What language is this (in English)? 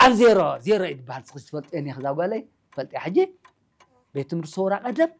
Tigrinya